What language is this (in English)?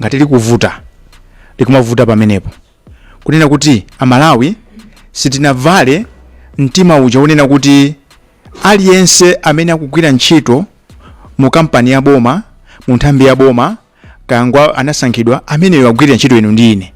Nyanja